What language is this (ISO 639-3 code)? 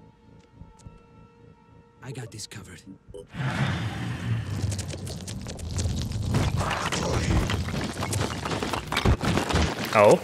deu